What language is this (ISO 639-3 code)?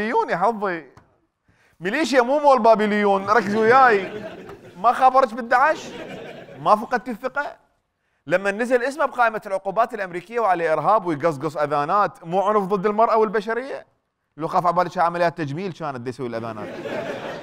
acm